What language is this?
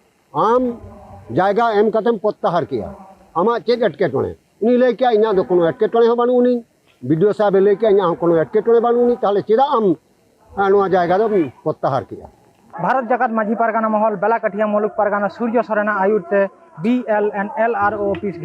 Santali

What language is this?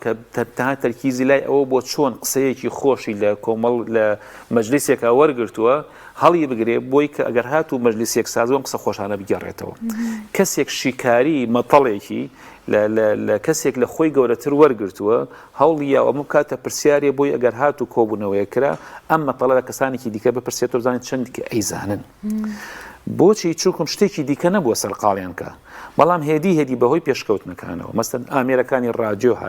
Central Kurdish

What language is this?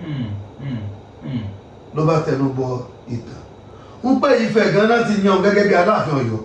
Yoruba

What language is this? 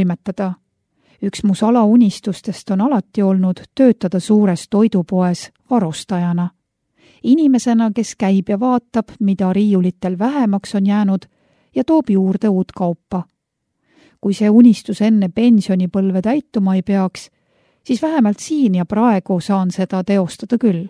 Estonian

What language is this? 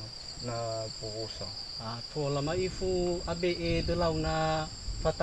Nias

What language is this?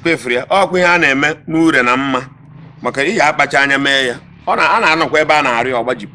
Igbo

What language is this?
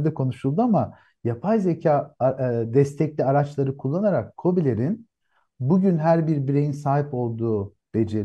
Turkish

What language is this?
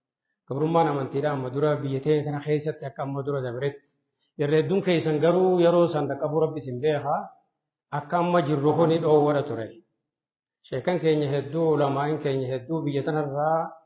Oromo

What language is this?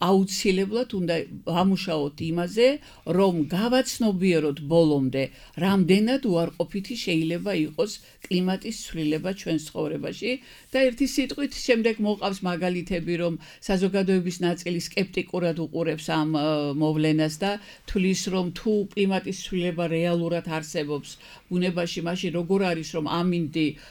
Georgian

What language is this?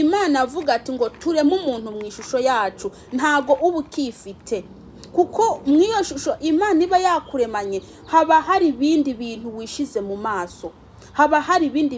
Rundi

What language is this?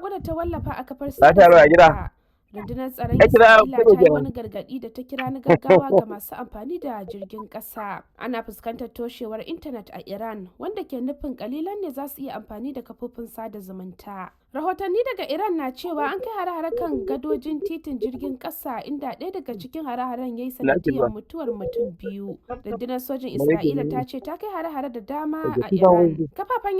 Hausa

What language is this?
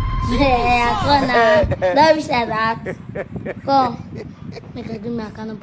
Nigerian Pidgin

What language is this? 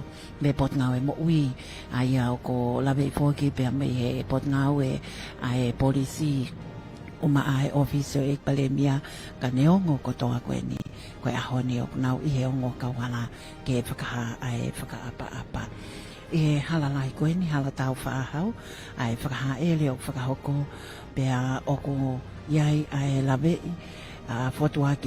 Tongan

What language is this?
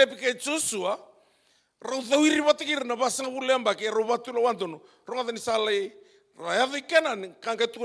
Fijian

